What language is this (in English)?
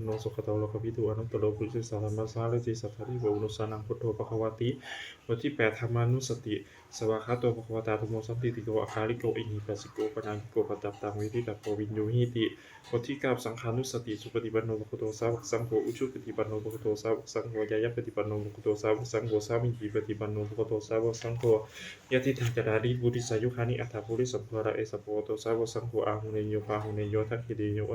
Pali